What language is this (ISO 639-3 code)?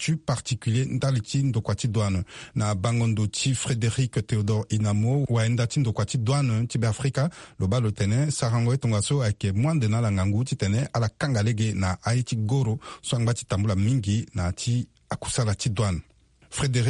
sag